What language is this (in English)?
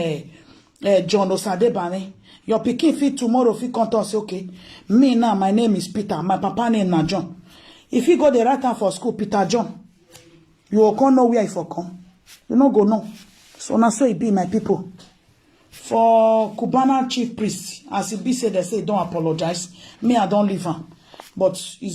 Nigerian Pidgin